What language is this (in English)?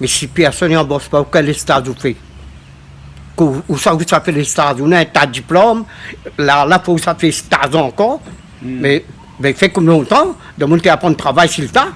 Réunion Creole French